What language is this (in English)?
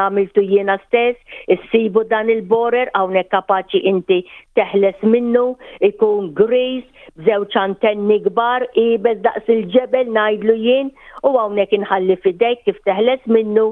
Maltese